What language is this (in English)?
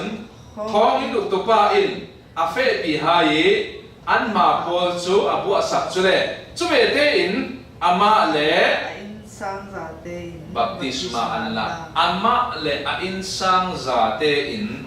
Falam Chin